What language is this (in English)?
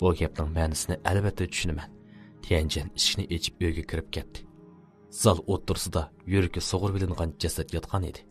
Uyghur